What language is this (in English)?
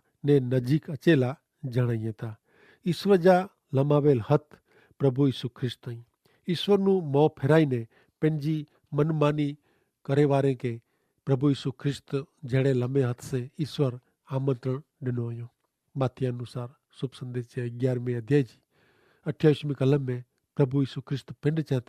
Kachhi